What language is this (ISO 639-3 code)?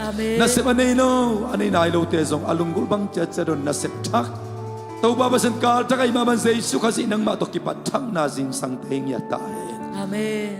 ctd